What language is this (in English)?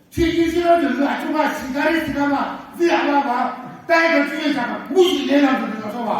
Naga Pidgin